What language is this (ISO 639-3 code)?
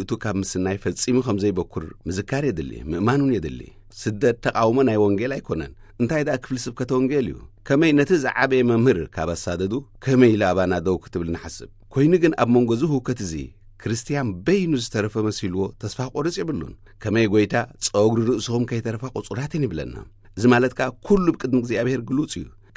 tir